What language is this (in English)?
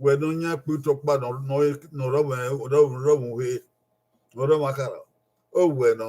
Bini